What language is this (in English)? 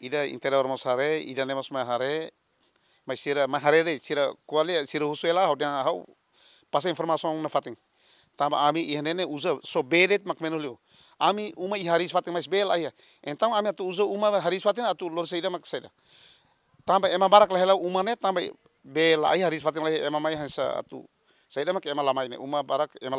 Tetum